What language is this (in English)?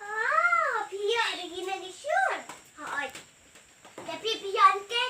Khasi